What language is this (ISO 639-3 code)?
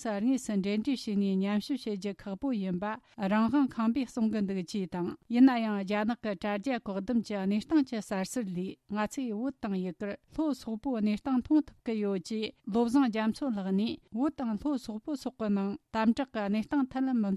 bod